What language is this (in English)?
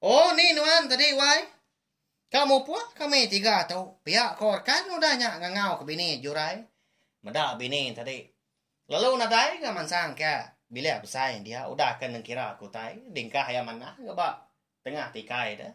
Iban